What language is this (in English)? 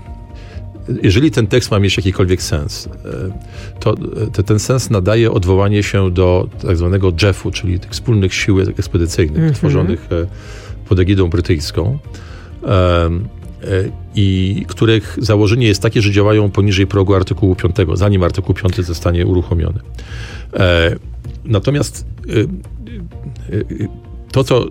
Polish